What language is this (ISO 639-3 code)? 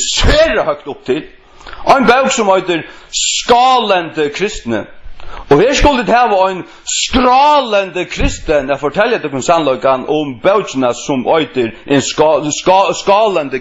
fao